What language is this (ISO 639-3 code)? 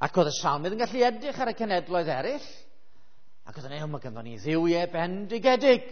cym